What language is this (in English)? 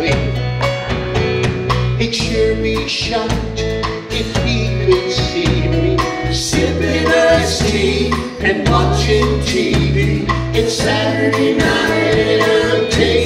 English